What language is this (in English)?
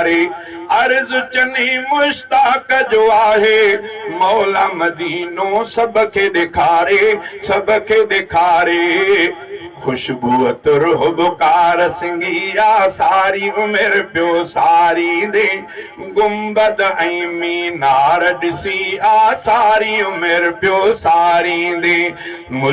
Sindhi